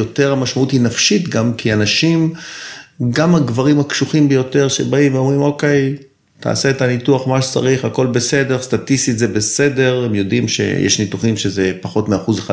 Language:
Hebrew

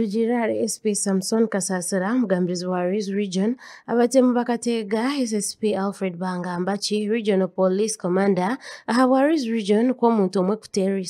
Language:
Nyankole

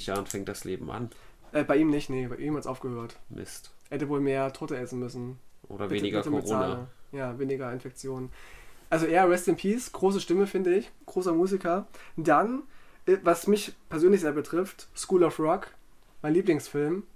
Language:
German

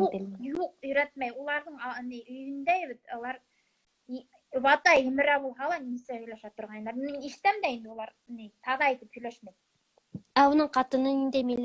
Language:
Bashkir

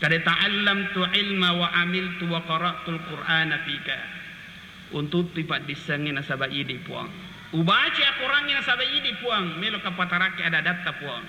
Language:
Buginese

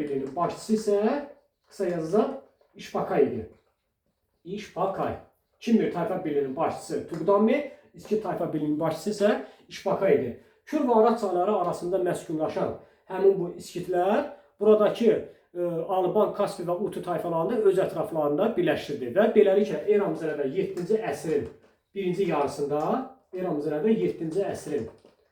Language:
Azerbaijani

